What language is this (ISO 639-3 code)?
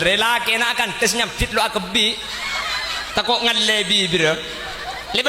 mad